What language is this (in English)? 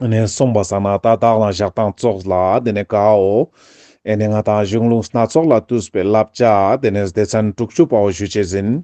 Ladakhi